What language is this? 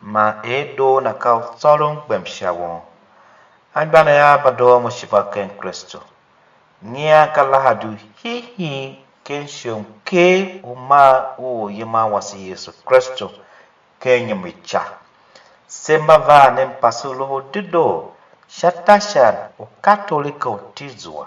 Tiv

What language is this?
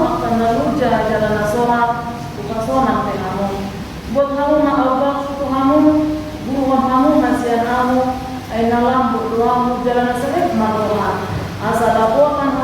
Batak Toba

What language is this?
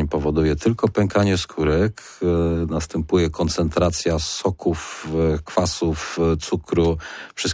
Polish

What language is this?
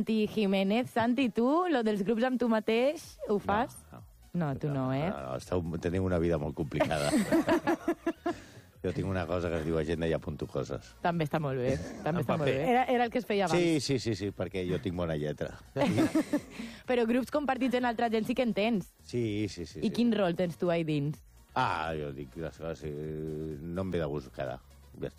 Catalan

